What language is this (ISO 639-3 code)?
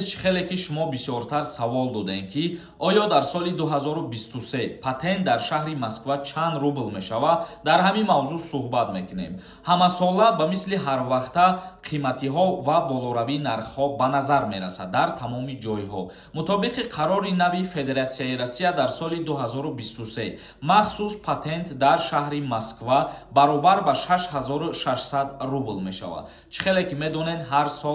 tgk